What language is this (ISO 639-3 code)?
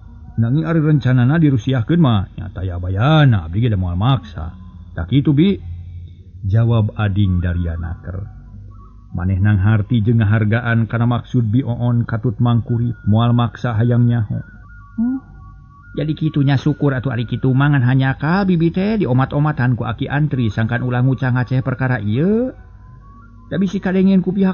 sun